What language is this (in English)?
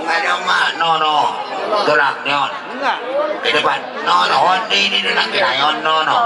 Batak Toba